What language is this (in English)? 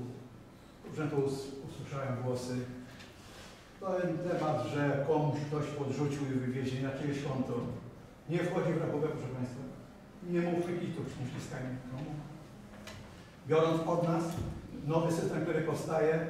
Polish